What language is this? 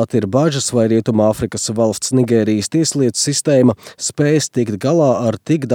Latvian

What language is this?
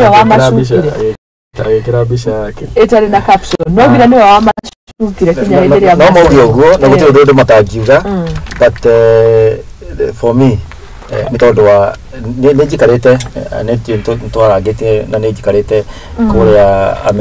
Kikuyu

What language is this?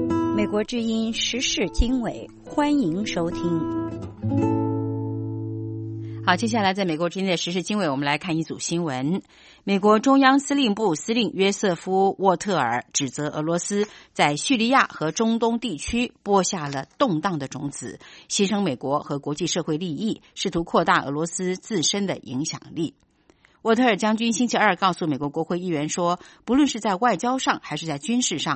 Chinese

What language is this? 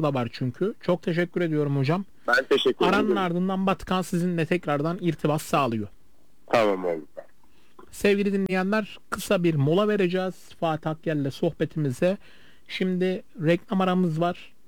Turkish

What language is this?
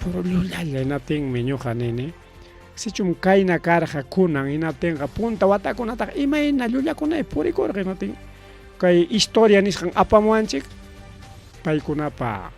Ayacucho Quechua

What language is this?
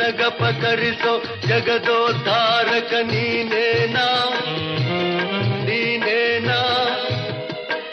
Kannada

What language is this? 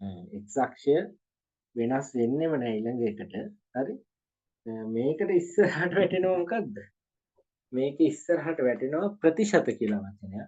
Sinhala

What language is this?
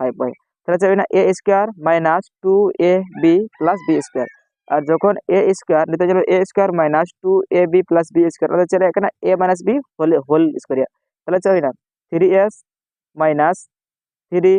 Santali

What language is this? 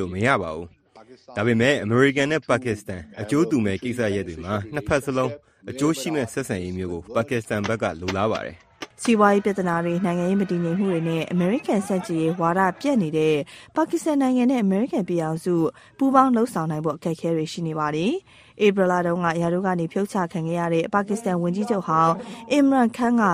Burmese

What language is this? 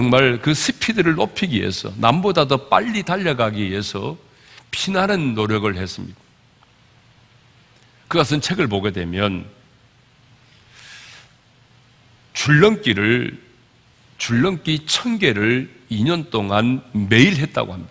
Korean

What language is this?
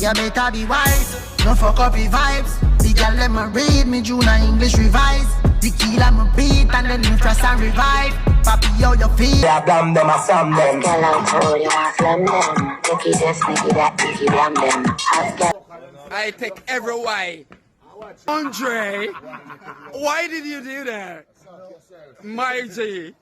Jamaican Creole English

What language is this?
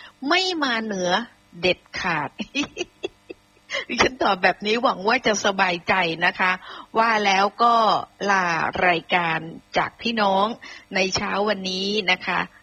Thai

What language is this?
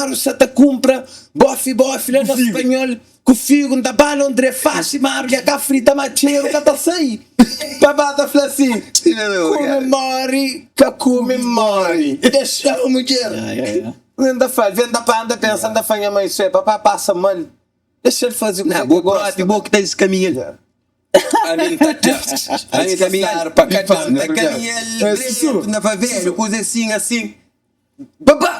Kabuverdianu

